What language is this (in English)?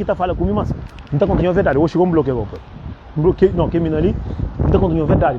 Kabuverdianu